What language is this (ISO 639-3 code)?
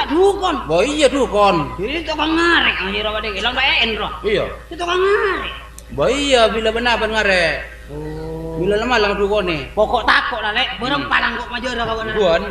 mad